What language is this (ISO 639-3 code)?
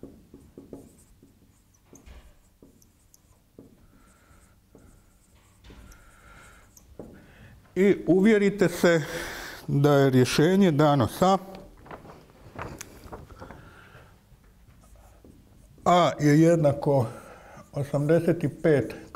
hrv